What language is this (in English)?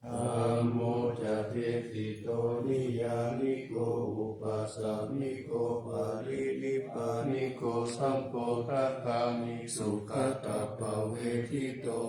Pali